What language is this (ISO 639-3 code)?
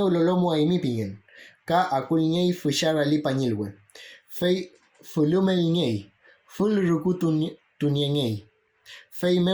arn